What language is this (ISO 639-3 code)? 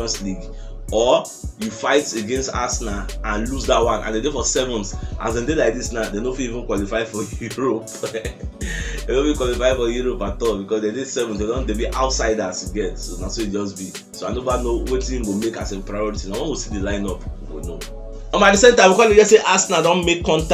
pcm